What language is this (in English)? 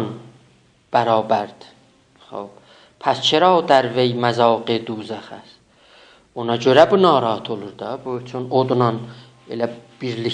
South Azerbaijani